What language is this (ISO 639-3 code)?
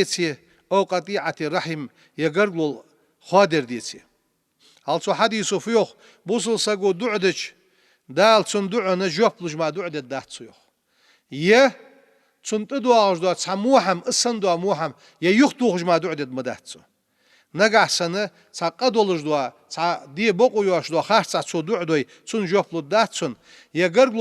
inh